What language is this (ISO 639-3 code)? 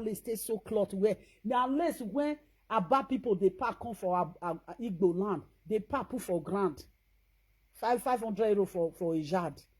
pcm